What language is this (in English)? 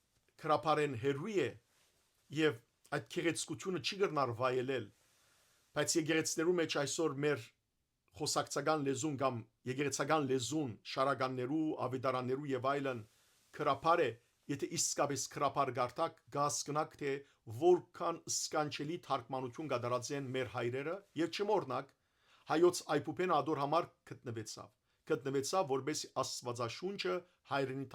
Western Armenian